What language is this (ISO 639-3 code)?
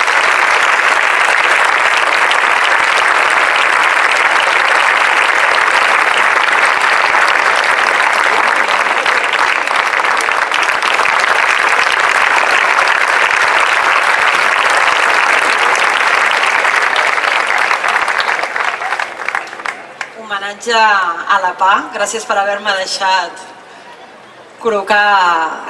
cat